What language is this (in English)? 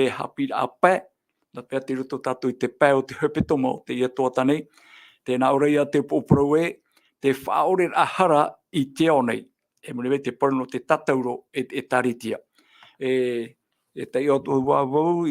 Tahitian